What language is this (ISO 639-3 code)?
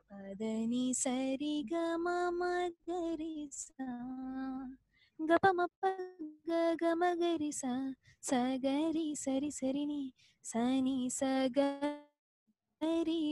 tel